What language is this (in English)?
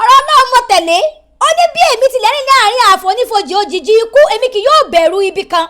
Yoruba